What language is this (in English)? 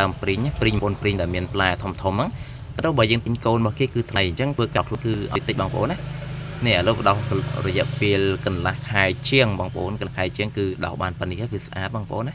Khmer